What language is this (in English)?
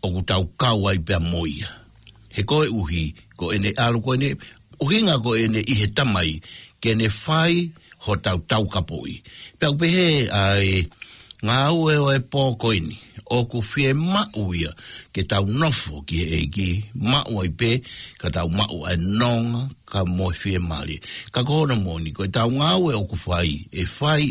Tongan